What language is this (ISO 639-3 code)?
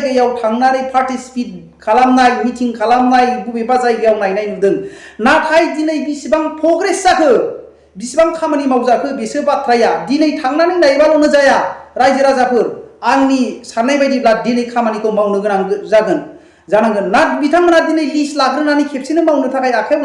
brx